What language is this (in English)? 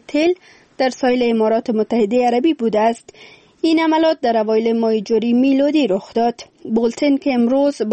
Persian